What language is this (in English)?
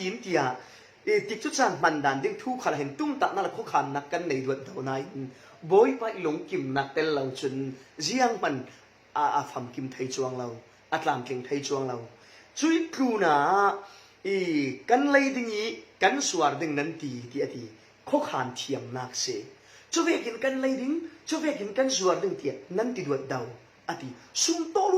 Falam Chin